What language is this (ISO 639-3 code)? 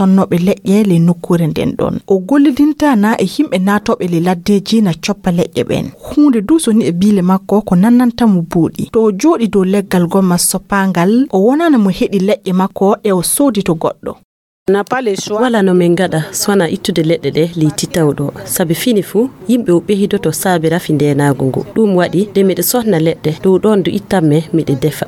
ful